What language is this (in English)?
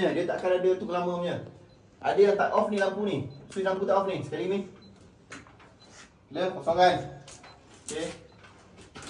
Malay